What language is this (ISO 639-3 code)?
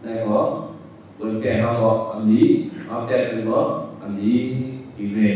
shn